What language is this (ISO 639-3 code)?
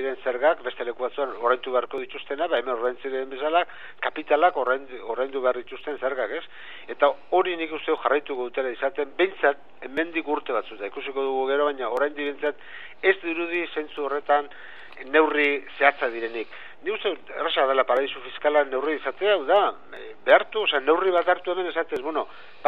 eus